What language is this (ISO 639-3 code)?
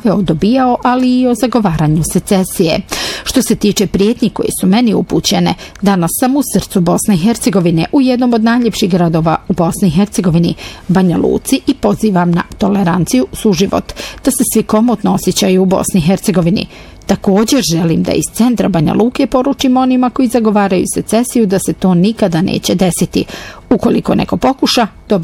bos